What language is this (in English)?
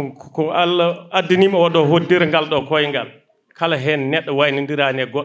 Fula